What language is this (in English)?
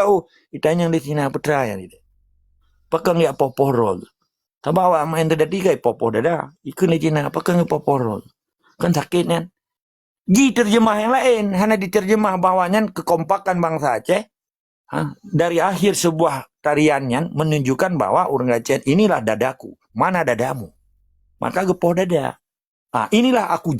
Achinese